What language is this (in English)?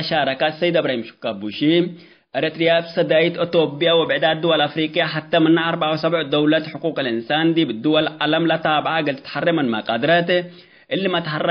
Tigre